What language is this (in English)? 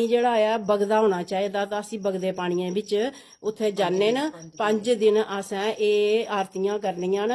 Dogri